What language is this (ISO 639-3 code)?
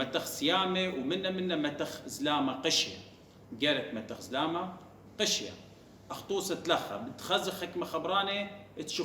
aii